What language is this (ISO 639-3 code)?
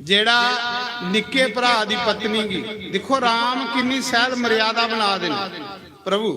doi